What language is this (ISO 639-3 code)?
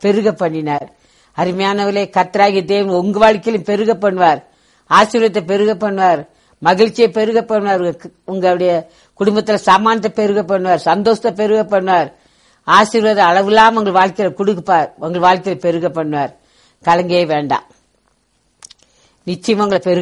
tam